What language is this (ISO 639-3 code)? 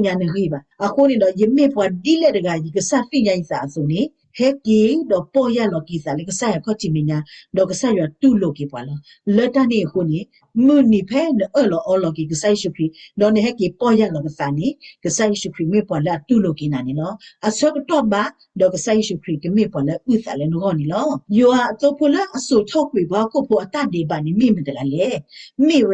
ksw